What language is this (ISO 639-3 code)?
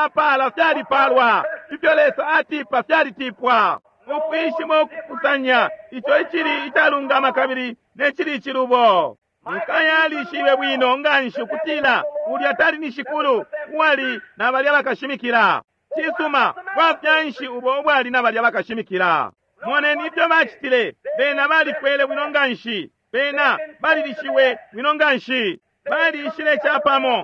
bem